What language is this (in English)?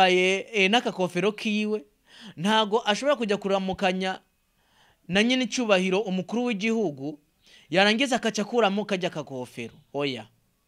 Rundi